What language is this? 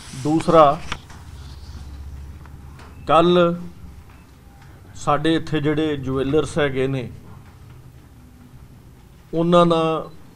Punjabi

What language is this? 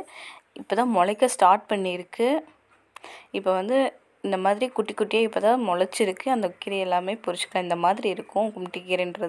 Tamil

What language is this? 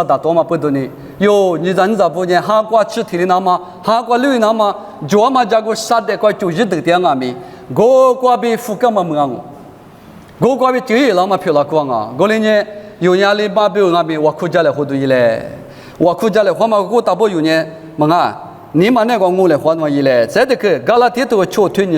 Lisu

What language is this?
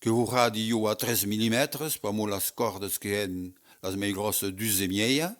Occitan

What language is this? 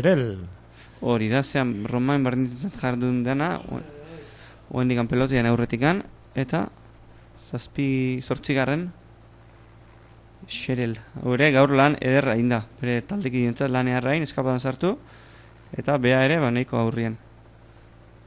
Basque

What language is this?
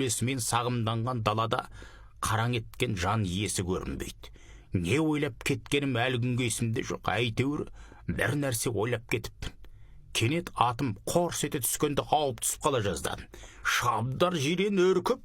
Kazakh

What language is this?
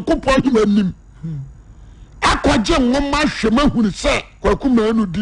Akan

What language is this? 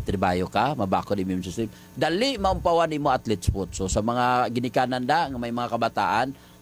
Hiligaynon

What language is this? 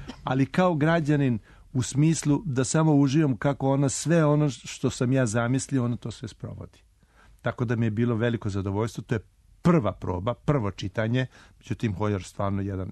Serbian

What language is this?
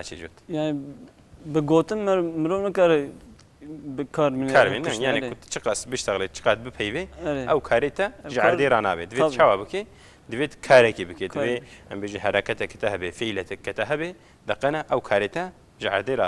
Kurdish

